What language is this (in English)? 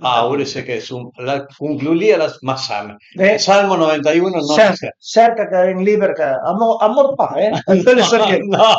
Piedmontese